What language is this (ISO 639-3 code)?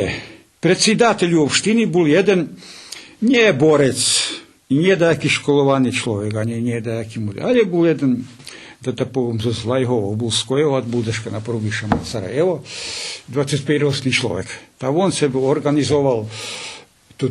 rue